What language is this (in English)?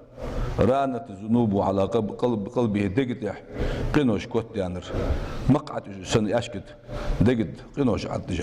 Ingush